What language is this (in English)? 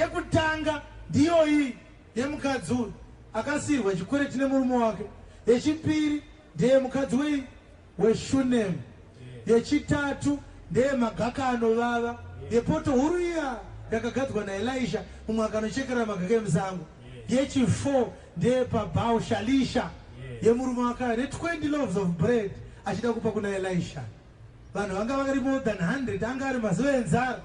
Shona